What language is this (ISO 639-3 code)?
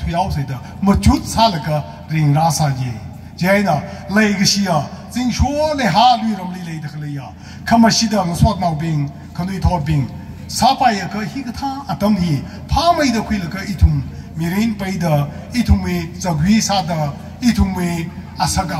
nmf